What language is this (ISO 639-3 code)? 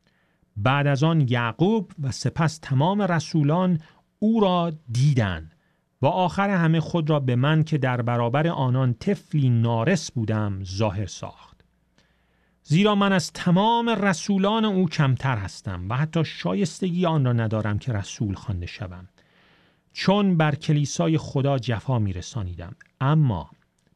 fas